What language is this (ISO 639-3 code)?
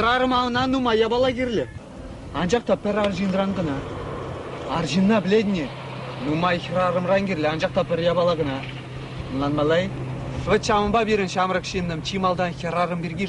chv